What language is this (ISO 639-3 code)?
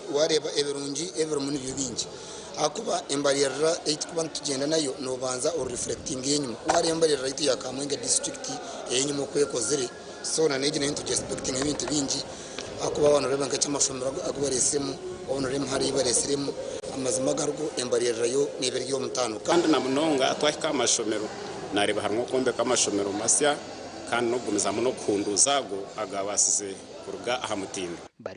nyn